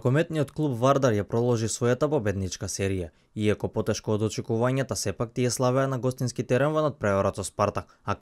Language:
Macedonian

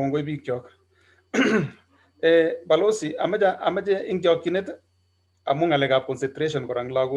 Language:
Kalenjin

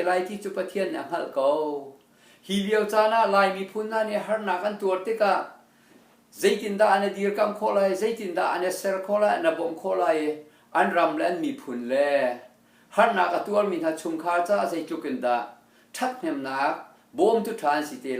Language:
Hakha Chin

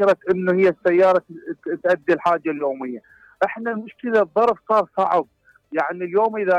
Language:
Mesopotamian Arabic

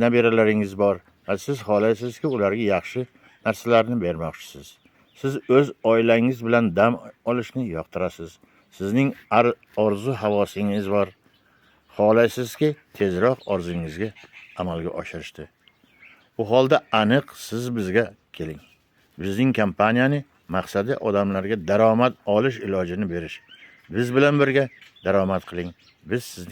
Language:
Uzbek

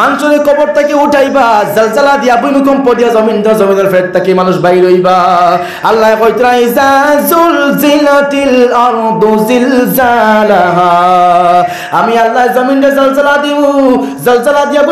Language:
Sylheti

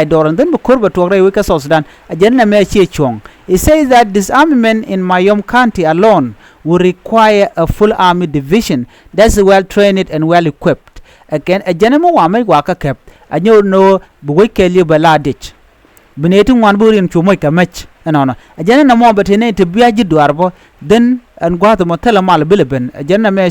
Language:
Nuer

